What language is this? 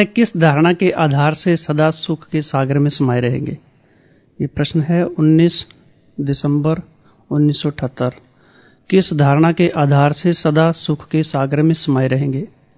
Hindi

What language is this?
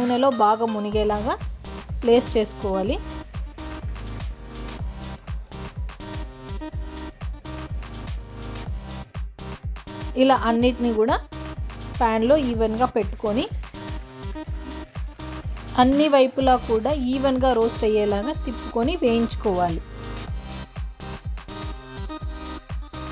Telugu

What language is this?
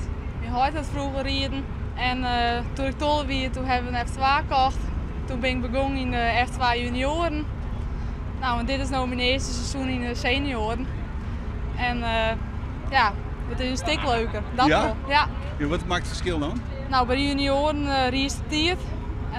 Western Frisian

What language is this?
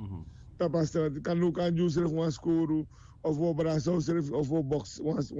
Sranan Tongo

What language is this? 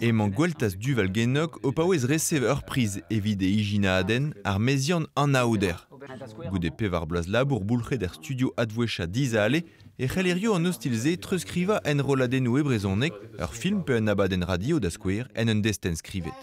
Breton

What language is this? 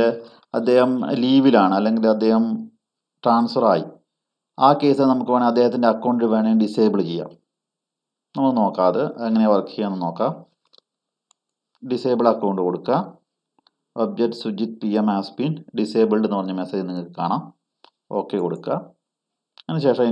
Malayalam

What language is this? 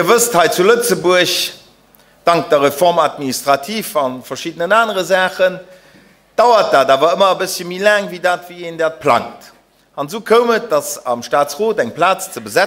Luxembourgish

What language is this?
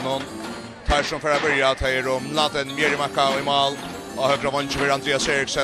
Faroese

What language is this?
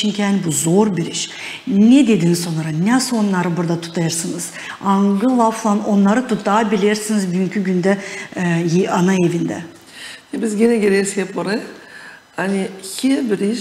Gagauz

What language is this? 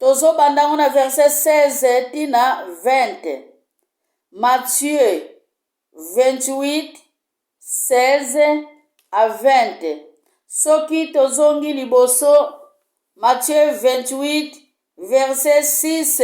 Lingala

